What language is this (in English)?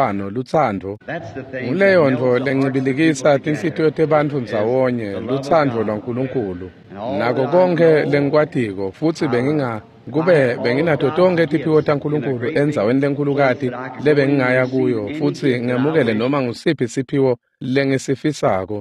Swati